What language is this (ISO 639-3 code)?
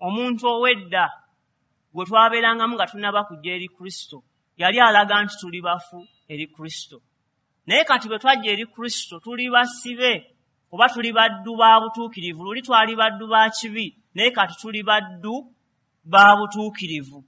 lug